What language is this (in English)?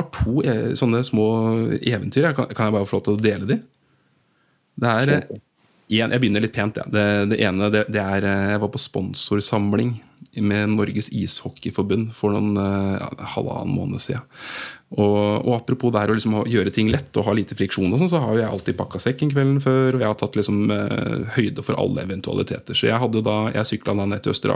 Norwegian